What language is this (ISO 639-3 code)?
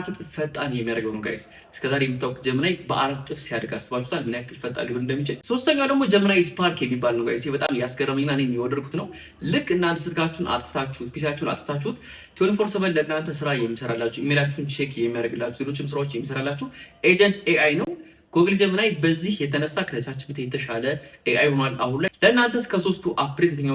amh